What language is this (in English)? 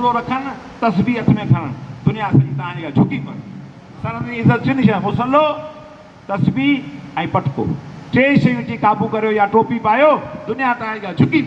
Sindhi